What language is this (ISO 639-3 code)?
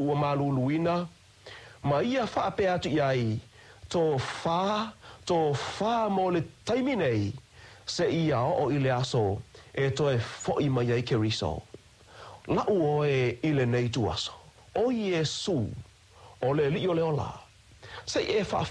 smo